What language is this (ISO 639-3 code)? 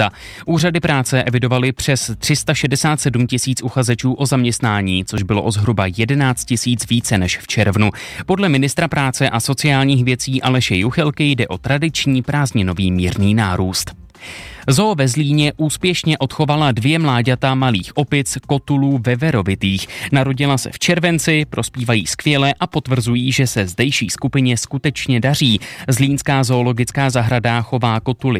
ces